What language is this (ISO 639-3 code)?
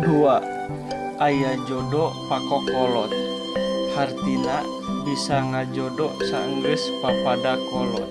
sun